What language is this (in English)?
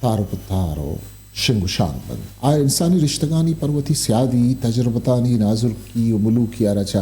Eastern Balochi